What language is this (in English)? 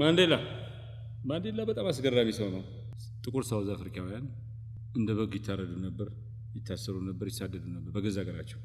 Amharic